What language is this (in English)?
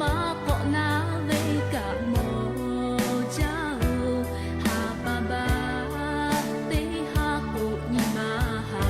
Lahu